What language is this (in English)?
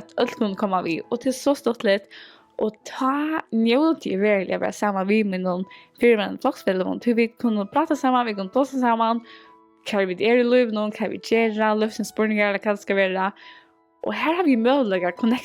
Faroese